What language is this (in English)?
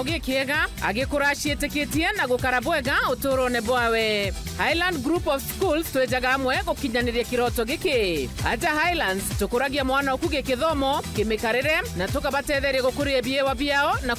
Meru